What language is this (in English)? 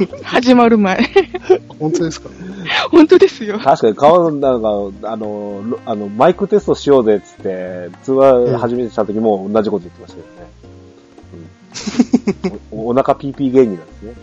Japanese